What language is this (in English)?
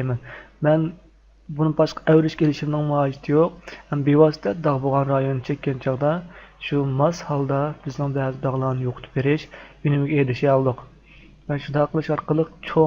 Uyghur